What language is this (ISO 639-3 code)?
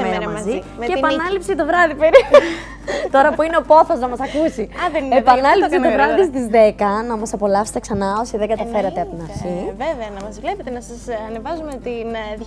ell